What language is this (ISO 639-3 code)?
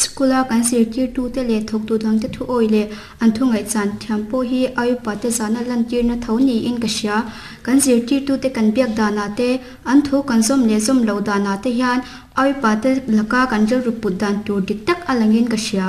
lus